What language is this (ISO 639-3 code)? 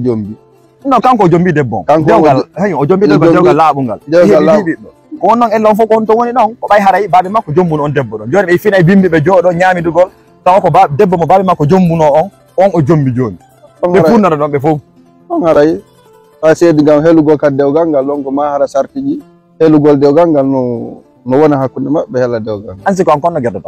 ful